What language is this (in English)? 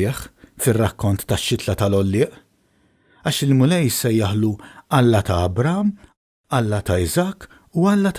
Maltese